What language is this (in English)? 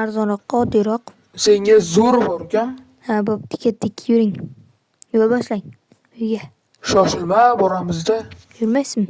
Uzbek